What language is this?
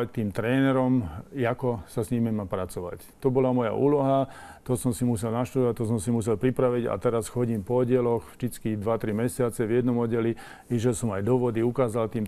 Slovak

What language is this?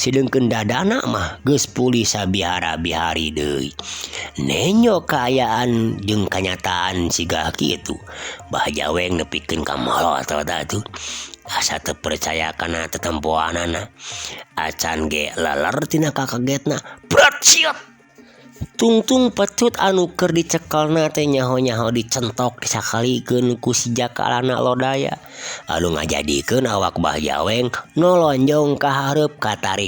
Sundanese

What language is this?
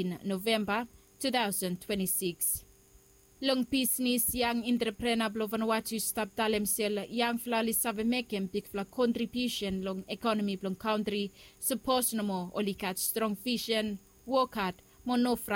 Bislama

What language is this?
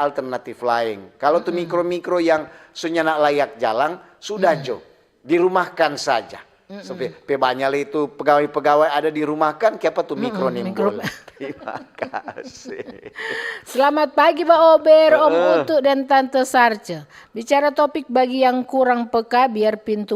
Manado Malay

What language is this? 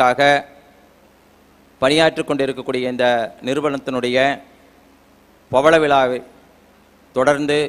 Tamil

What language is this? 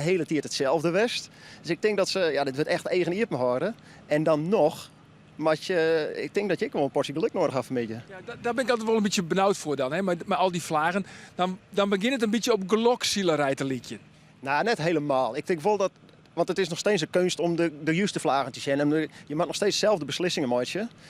Western Frisian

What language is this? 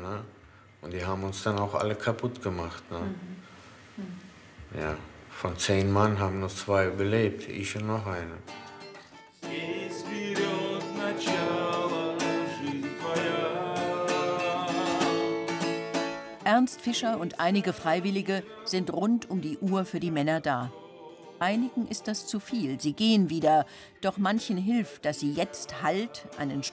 German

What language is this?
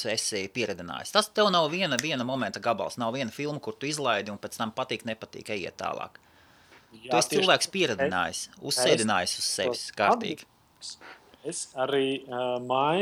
Latvian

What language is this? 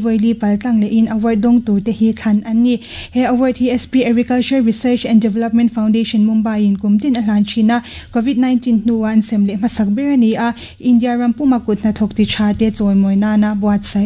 Mizo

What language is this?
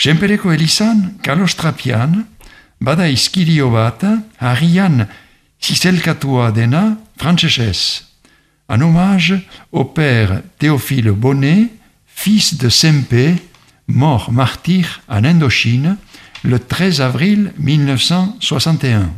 Basque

